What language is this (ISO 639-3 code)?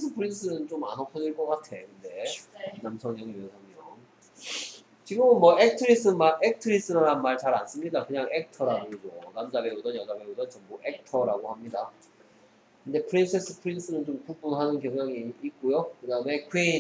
kor